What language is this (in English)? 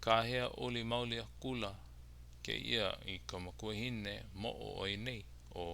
Hawaiian